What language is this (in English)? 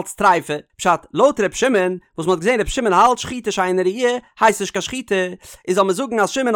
Yiddish